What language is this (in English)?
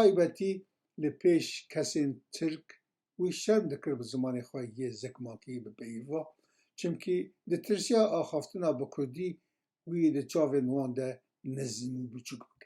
Kurdish